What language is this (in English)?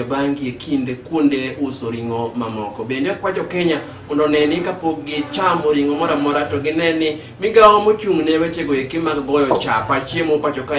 Luo (Kenya and Tanzania)